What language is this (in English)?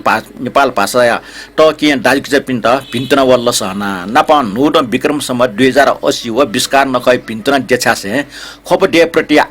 Newari